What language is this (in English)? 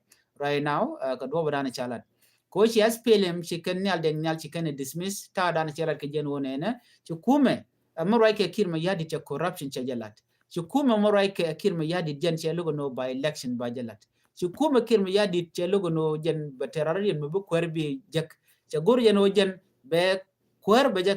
Nuer